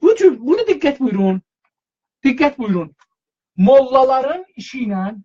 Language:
South Azerbaijani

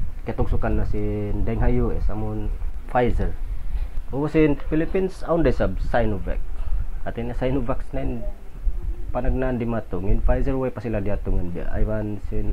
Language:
Tausug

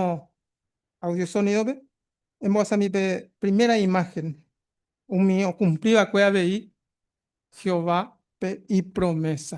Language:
Guarani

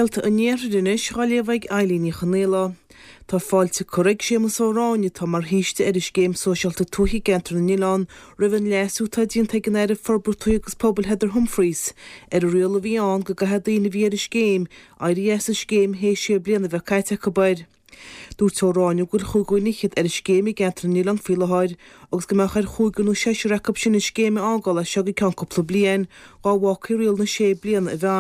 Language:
Irish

